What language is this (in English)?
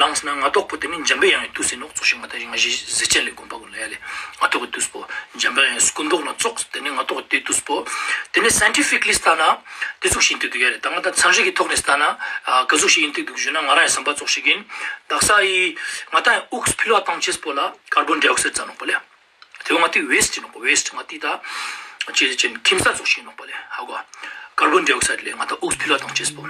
Ladakhi